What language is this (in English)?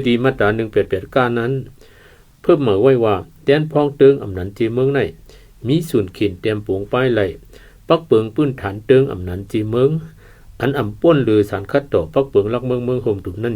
Shan